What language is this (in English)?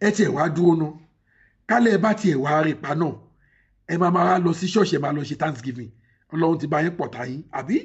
Yoruba